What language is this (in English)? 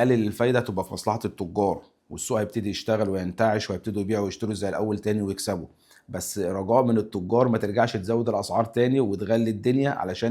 Egyptian Arabic